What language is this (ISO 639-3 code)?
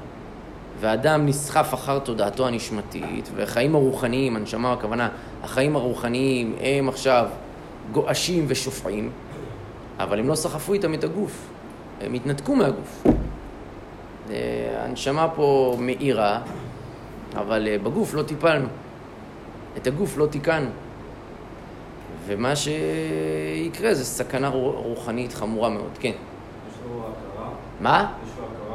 heb